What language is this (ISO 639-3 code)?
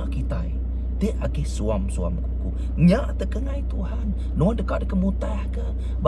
iba